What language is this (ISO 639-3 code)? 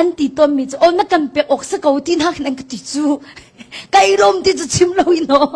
cnh